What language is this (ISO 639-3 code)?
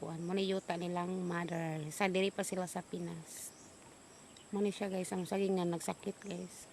ceb